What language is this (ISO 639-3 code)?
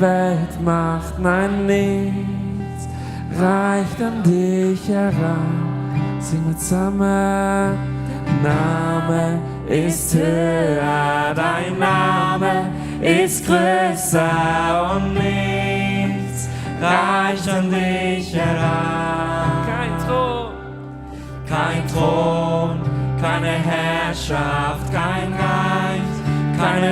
gsw